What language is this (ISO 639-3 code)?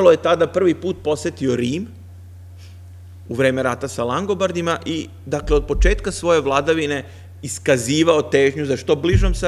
srp